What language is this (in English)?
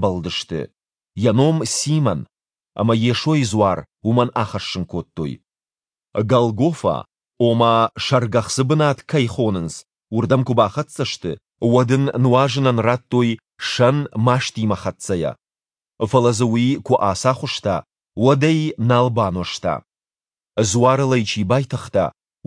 Ossetic